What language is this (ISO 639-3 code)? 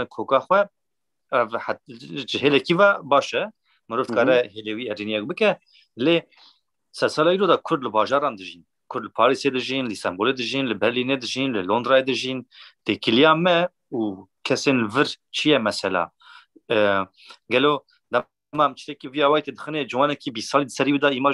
kur